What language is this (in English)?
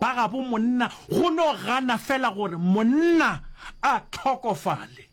Northern Sotho